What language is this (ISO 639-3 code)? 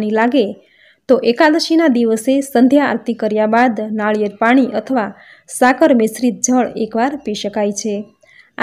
guj